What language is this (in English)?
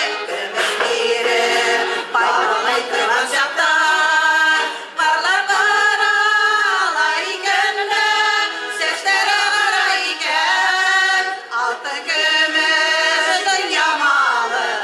Bashkir